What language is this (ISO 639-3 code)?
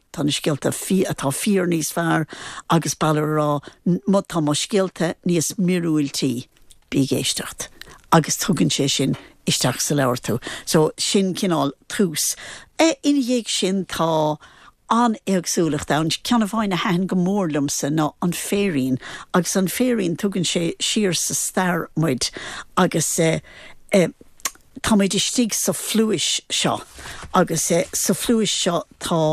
gle